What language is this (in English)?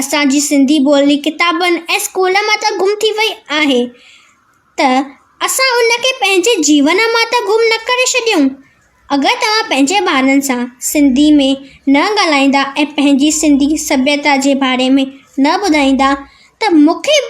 Sindhi